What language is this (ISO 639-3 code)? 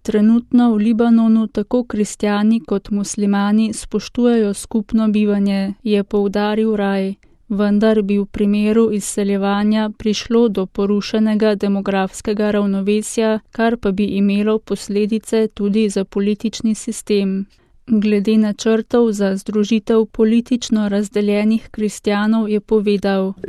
slv